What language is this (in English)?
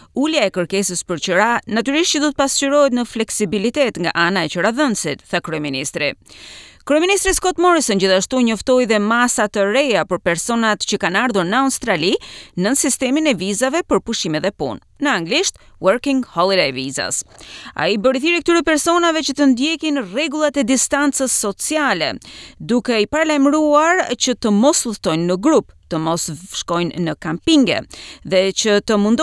Albanian